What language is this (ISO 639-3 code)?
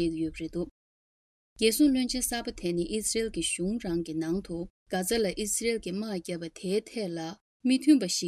bod